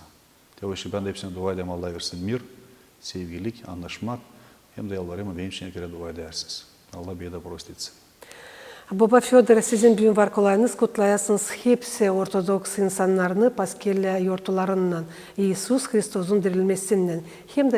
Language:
Gagauz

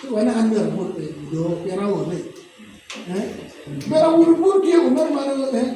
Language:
Acoli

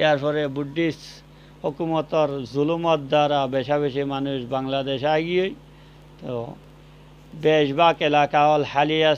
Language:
Rohingya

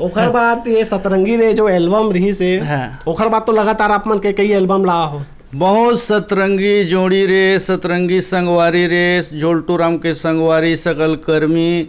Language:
Chhattisgarhi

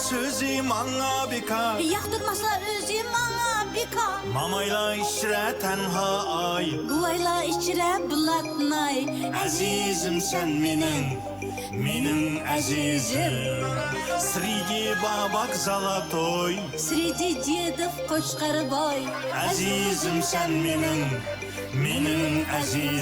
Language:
Uyghur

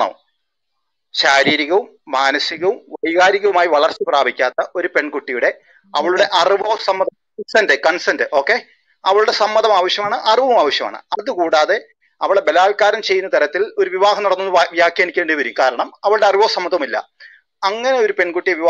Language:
Malayalam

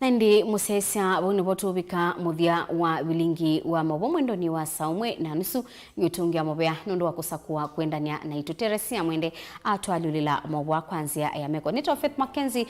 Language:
Kamba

